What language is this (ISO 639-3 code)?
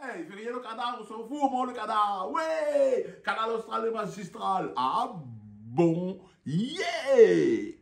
rcf